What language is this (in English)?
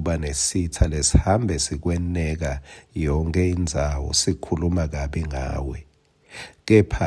Swati